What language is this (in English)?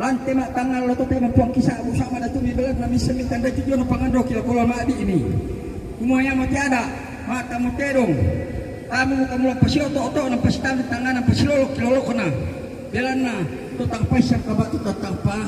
Toraja-Sa'dan